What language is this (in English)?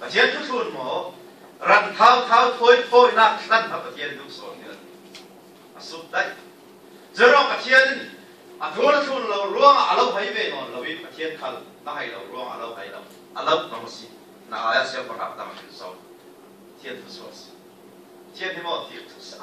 Falam Chin